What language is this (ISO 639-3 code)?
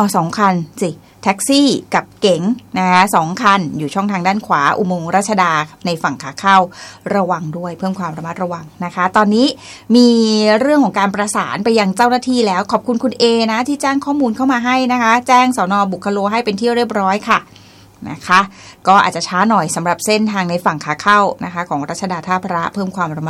tha